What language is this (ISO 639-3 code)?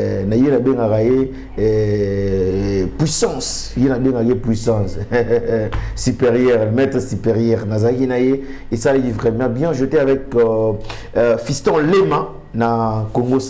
lin